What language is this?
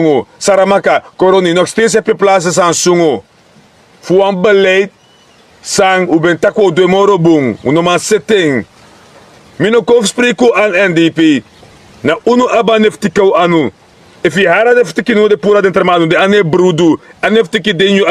Sranan Tongo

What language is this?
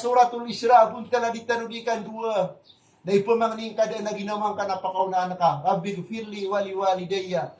Maranao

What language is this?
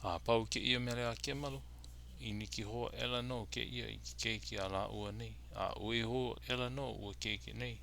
Hawaiian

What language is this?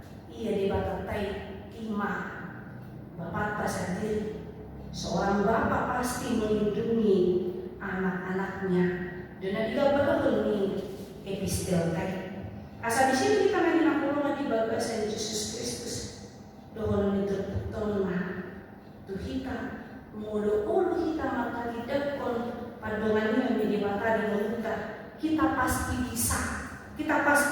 Batak Toba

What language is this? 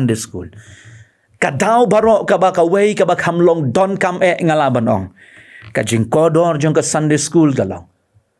Khasi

